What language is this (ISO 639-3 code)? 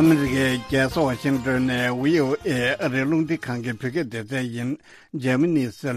bod